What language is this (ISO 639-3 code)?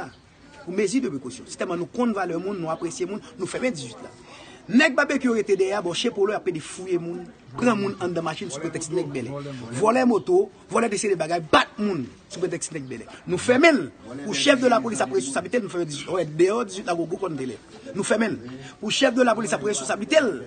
hat